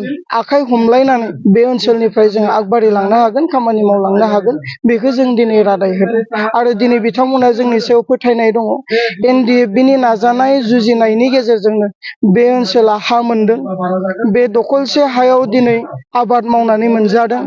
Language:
Bodo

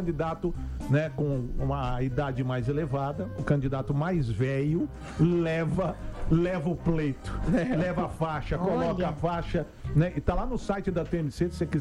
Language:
Portuguese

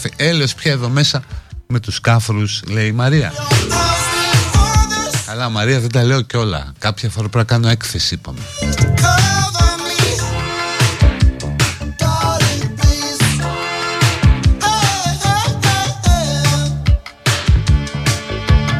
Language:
Greek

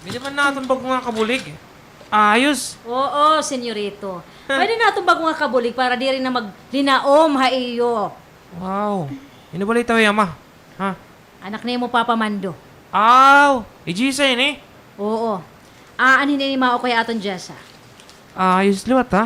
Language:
Waray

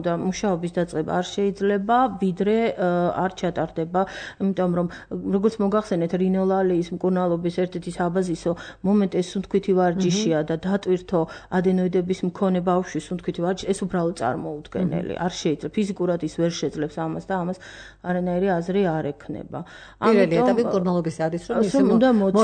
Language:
Georgian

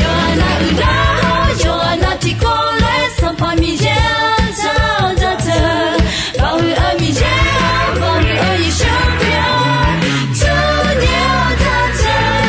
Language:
Akha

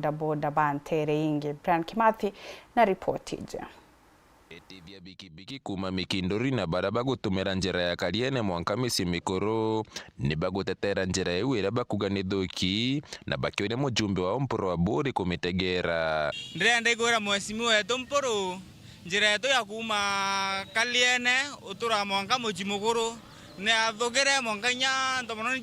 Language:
Meru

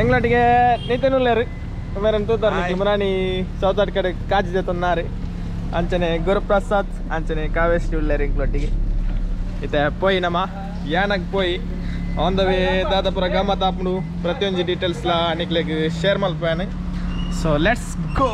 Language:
Tulu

